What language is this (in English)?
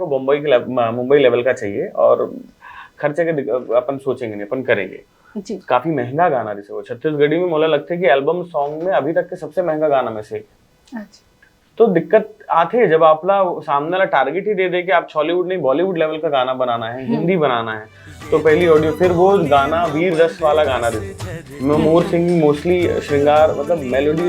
Chhattisgarhi